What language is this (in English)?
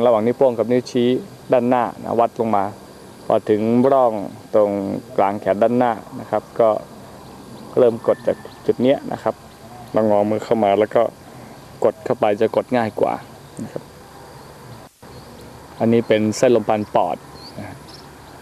Thai